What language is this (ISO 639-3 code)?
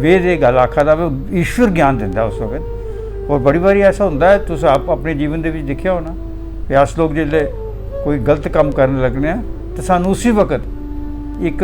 doi